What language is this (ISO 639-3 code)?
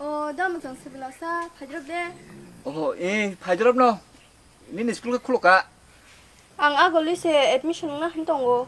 trp